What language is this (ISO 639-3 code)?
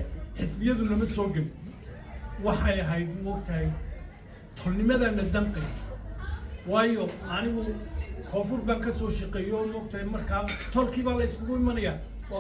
som